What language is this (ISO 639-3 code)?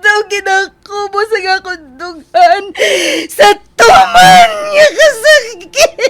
hil